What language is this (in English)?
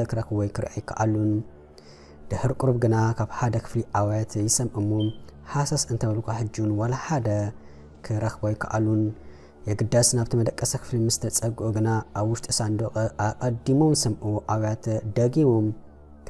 Tigrinya